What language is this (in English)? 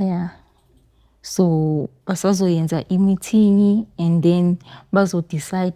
Zulu